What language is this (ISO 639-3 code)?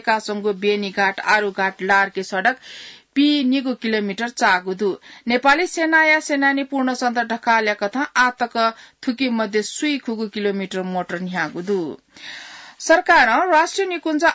new